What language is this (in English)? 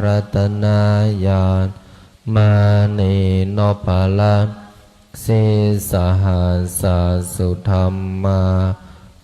Pali